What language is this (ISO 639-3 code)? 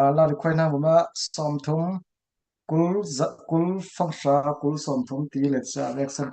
cfm